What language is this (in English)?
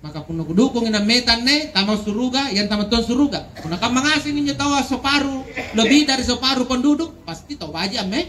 Makasar